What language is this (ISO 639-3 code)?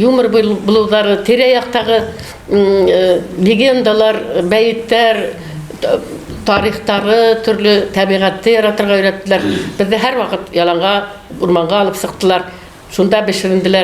bak